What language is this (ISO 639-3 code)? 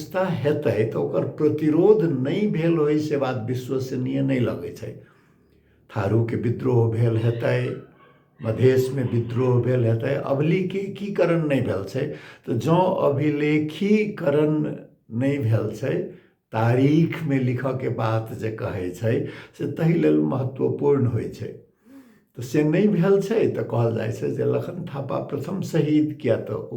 mai